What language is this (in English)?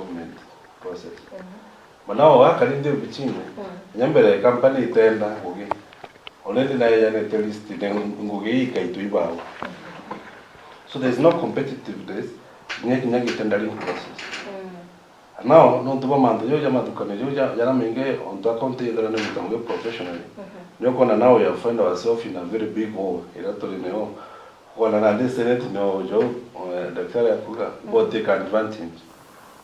Meru